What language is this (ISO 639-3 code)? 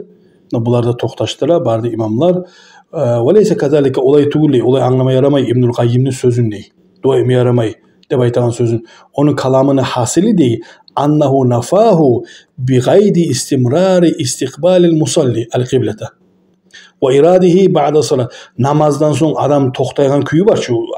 kum